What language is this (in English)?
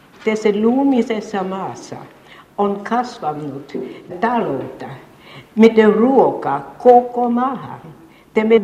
Finnish